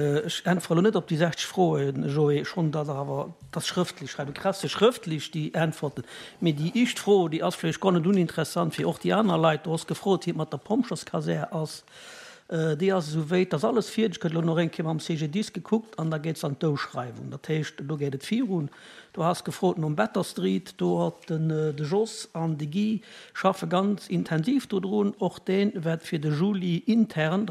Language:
Luxembourgish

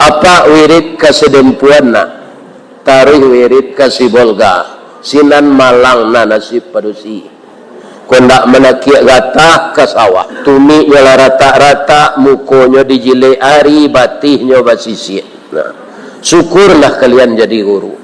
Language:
Minangkabau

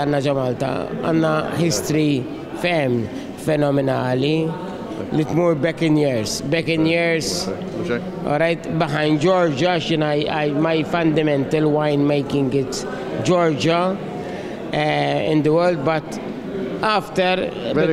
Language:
Maltese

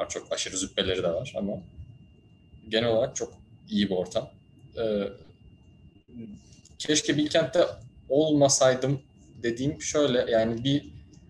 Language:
Turkish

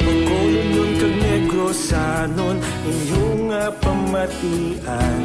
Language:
Hiligaynon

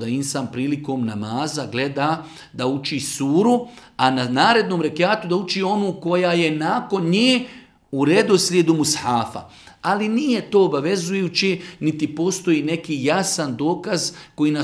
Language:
Bosnian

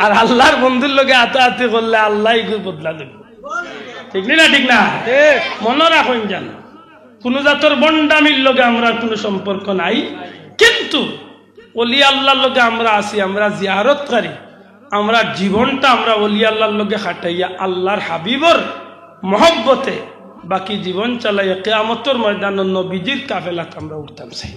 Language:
Sylheti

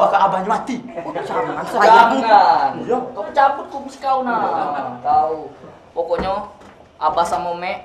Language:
Musi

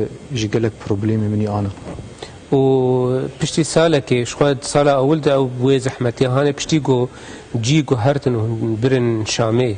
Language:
Kurdish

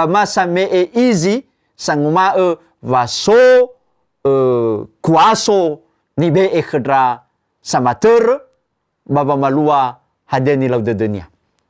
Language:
Nias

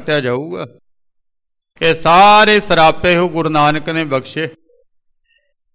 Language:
Punjabi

